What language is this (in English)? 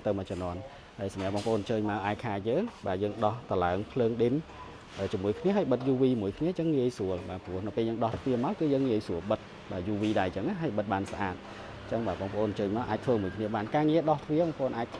Khmer